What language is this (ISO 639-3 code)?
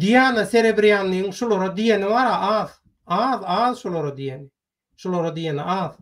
tuk